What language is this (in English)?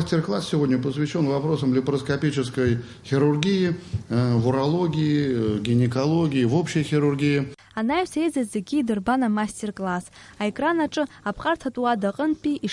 Abkhazian